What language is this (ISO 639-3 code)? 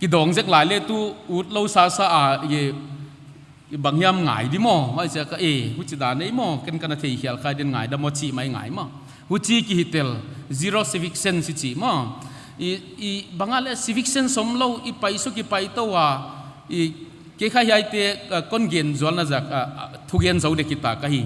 pck